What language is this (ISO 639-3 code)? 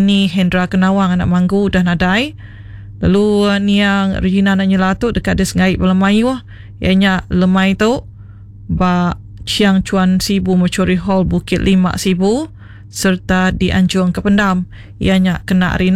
iba